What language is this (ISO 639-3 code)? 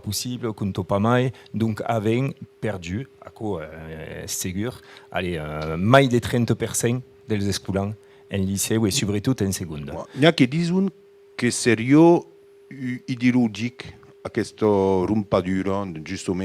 oci